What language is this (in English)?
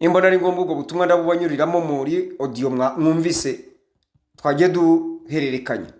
Kinyarwanda